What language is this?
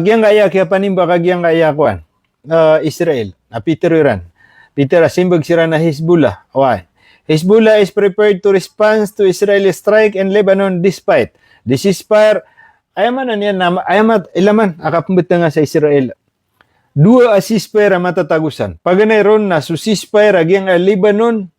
Maranao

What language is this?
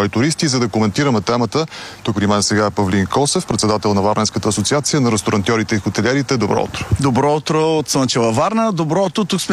Bulgarian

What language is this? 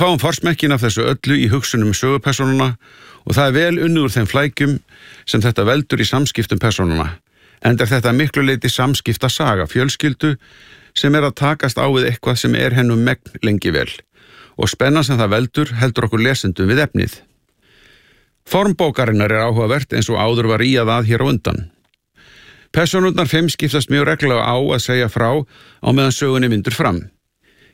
Icelandic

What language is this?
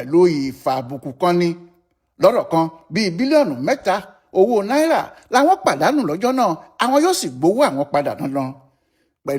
Yoruba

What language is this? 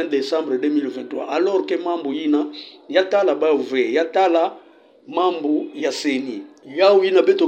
Kituba (Democratic Republic of Congo)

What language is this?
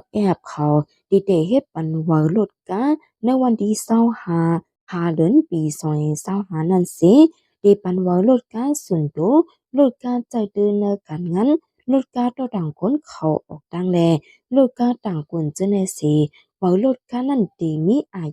Shan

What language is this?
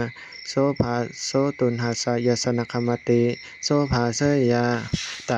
Pali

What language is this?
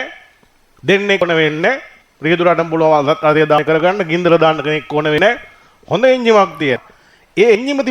Sinhala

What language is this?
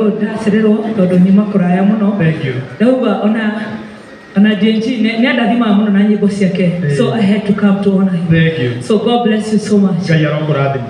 Kikuyu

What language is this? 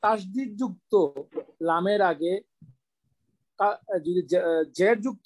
Bangla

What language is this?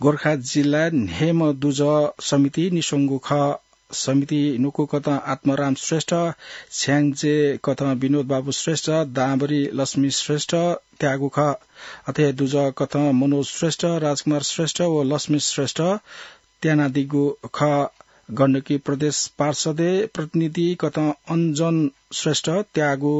Newari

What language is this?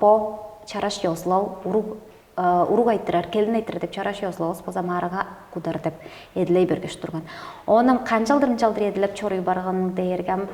Tuvinian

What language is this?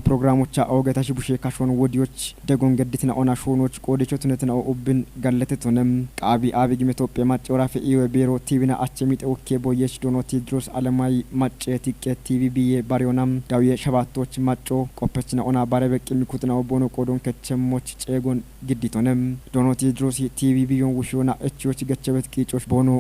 Kafa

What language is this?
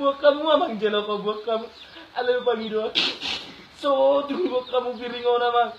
Batak Toba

